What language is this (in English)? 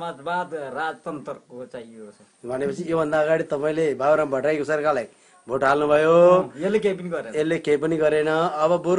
Nepali